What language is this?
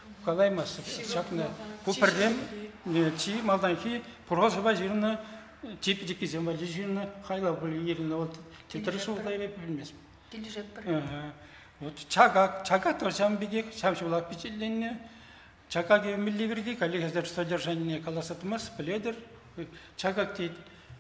Chuvash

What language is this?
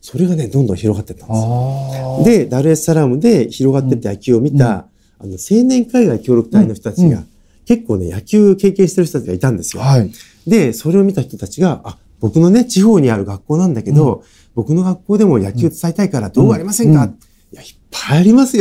Japanese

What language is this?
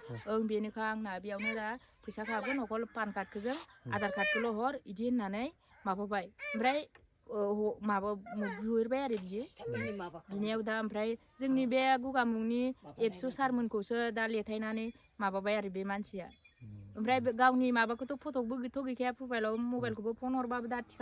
Bodo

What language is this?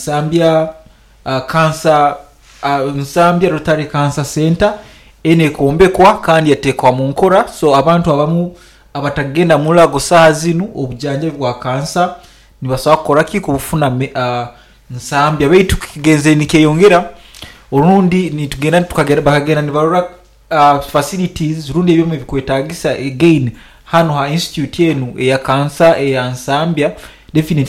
Nyoro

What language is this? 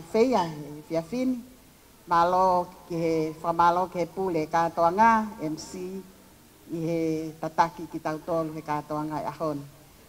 Tongan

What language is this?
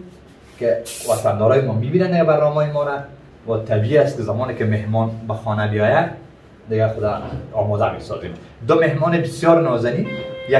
Persian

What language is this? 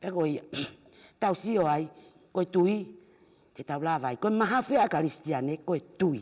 Tongan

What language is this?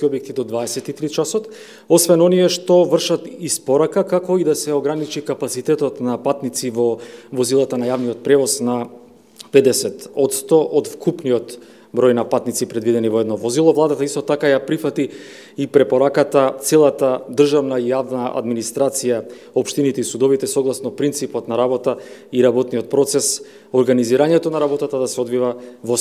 Macedonian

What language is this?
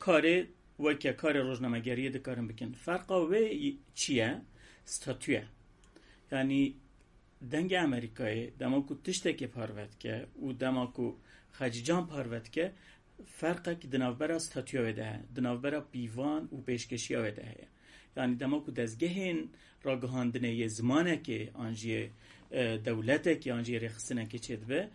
Kurdish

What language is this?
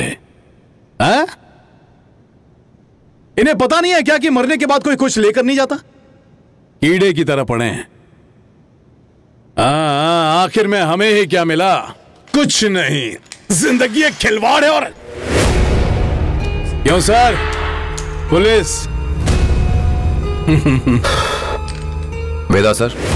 Hindi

